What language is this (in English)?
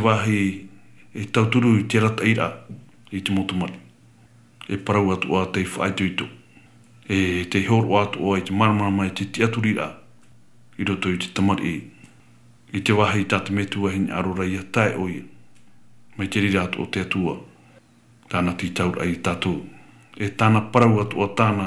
Tahitian